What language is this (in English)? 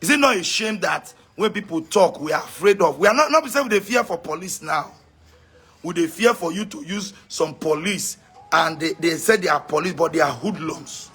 Nigerian Pidgin